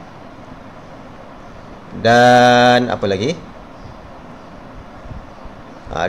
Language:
Malay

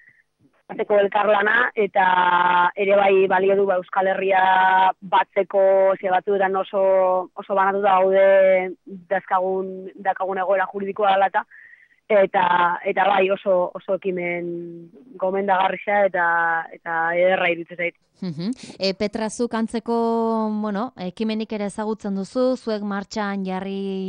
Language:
Basque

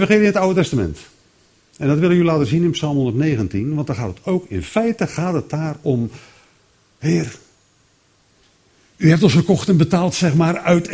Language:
Dutch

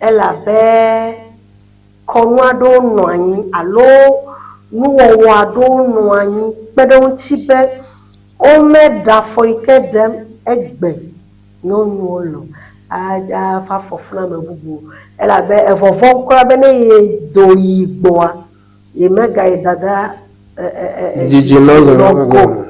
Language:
Ewe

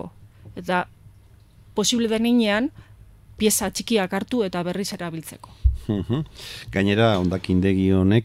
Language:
Basque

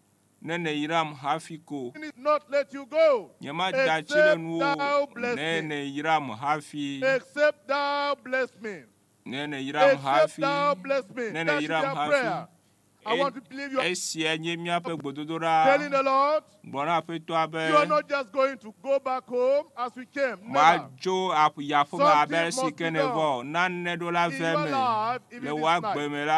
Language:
Ewe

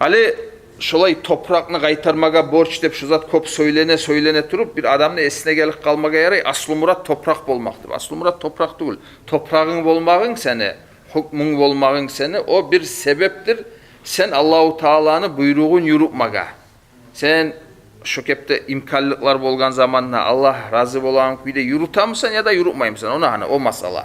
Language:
Kumyk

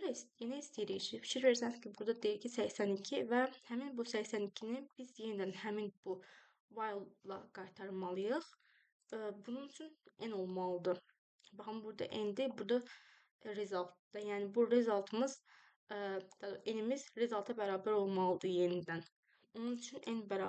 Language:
Azerbaijani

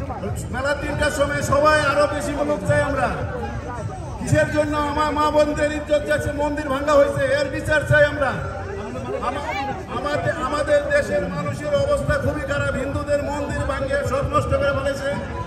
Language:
Bangla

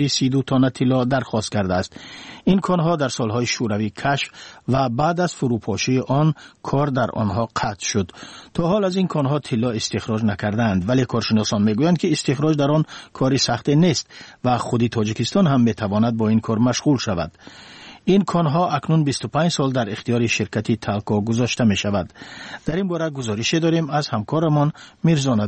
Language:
Tajik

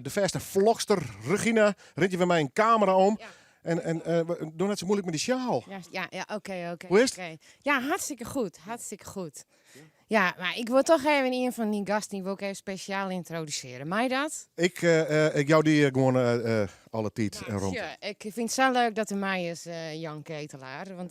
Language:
Western Frisian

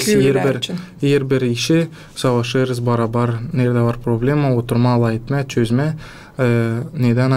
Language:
Gagauz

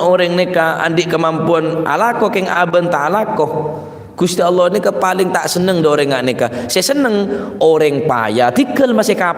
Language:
Madurese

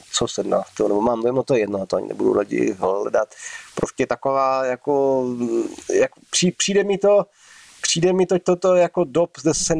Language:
Czech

